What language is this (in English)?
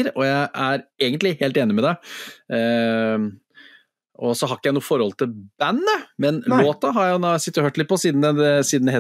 Norwegian